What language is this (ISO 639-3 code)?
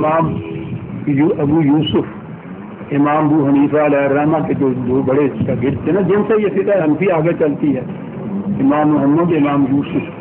urd